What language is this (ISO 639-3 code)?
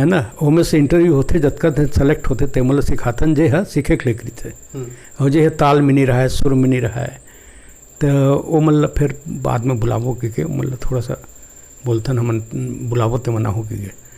hne